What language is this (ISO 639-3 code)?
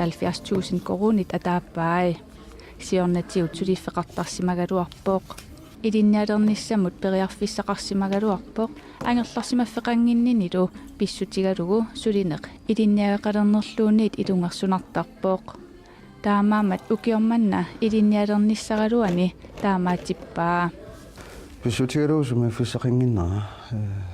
kal